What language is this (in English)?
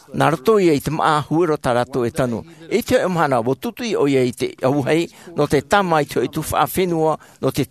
Tahitian